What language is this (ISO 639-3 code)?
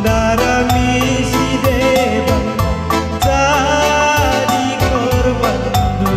btx